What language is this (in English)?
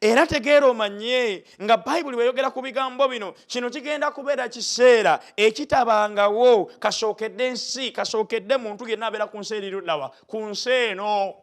Ganda